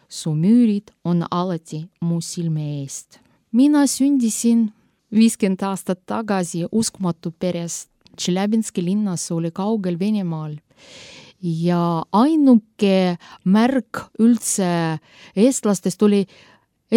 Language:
Estonian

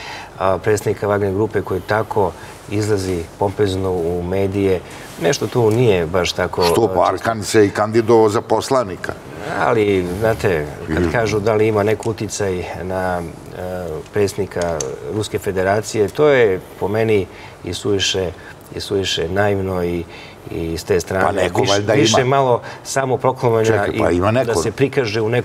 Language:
Serbian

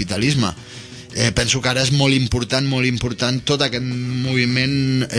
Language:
Catalan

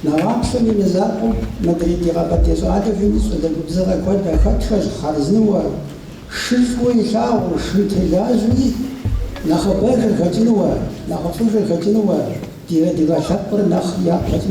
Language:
Kabardian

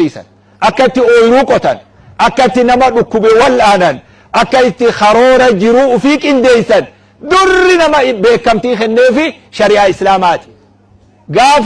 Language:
Oromo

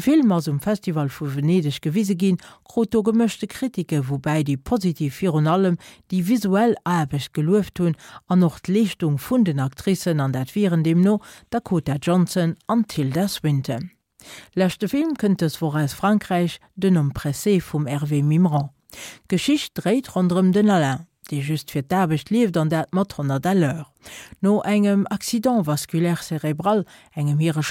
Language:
Luxembourgish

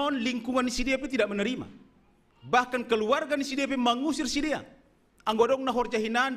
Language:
Batak Simalungun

